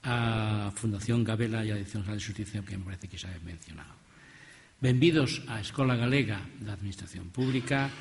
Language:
Galician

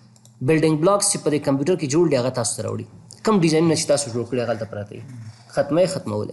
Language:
Pashto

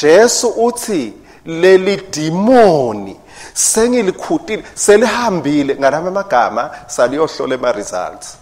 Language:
Swati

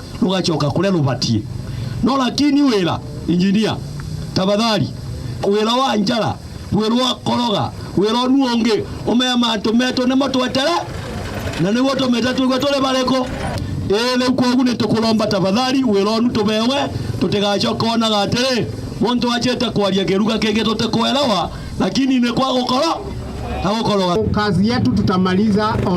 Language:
Meru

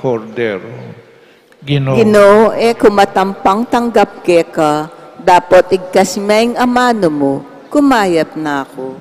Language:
Pampanga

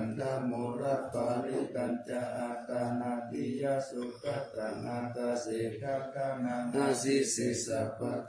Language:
Pali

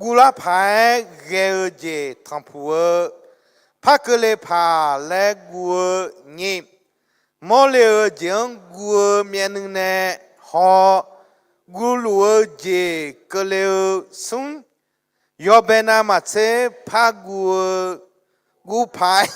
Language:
Akha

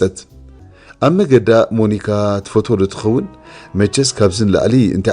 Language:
Tigrinya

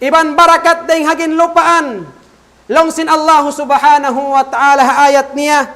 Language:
Tausug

